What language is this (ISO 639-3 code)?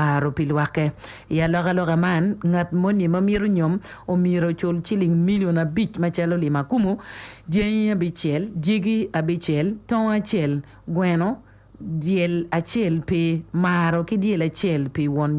ach